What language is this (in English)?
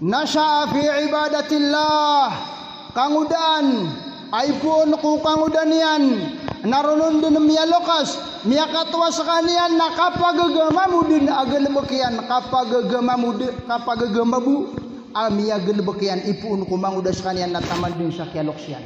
Maranao